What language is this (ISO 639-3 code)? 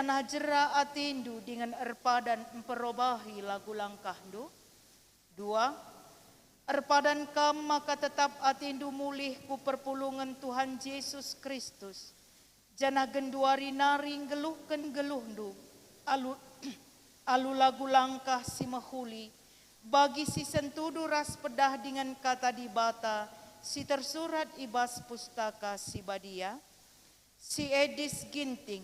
btx